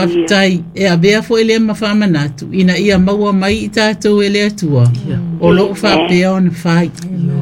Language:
Samoan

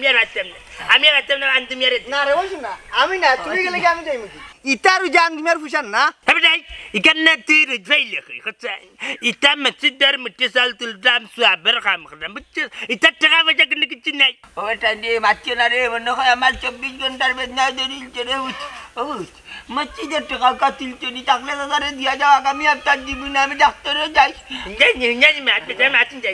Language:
Sylheti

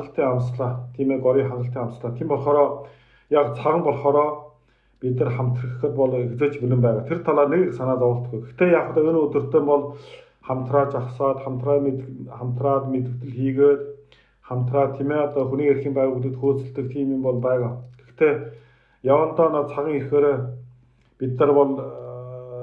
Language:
Mongolian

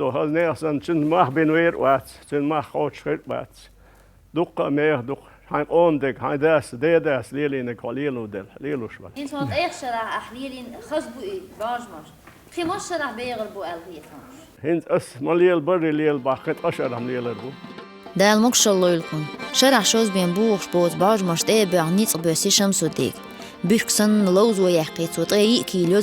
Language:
Chechen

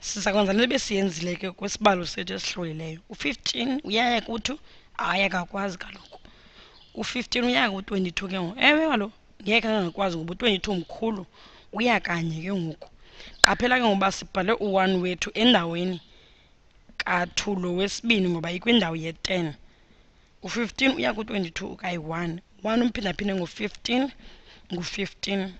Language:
Xhosa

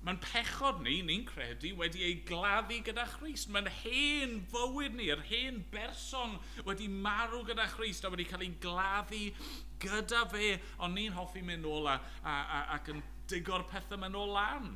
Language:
Welsh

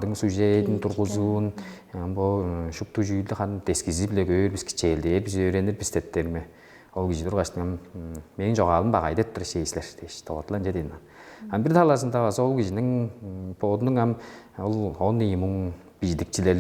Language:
Tuvinian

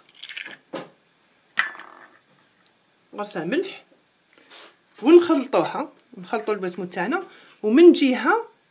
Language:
Algerian Arabic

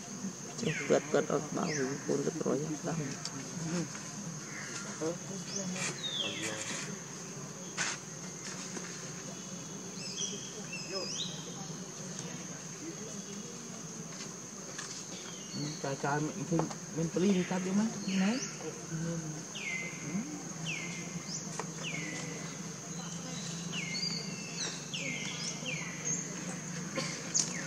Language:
Vietnamese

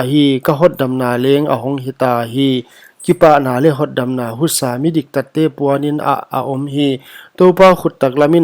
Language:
Paite Chin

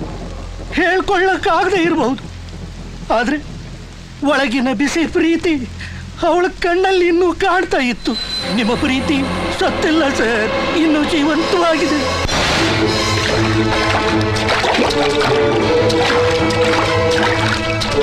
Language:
Kannada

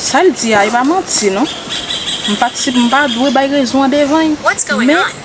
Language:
Haitian Creole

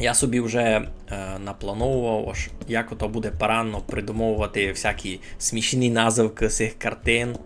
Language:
Rusyn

